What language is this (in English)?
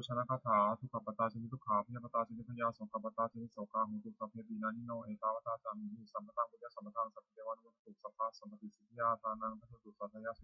Pali